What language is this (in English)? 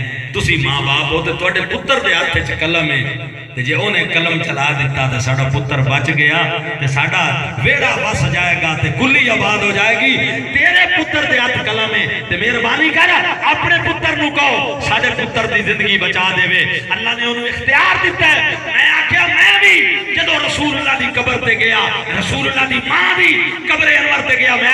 Saraiki